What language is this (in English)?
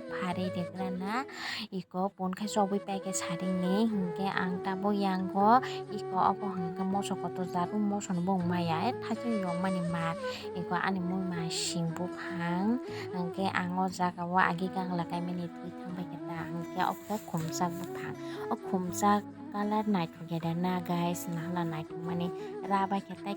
Kok Borok